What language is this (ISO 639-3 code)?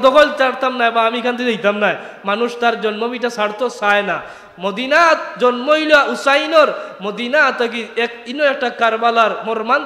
syl